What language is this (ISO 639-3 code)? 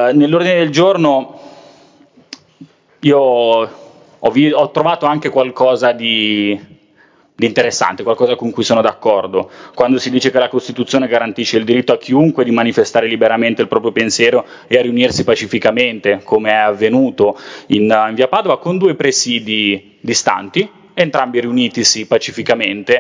ita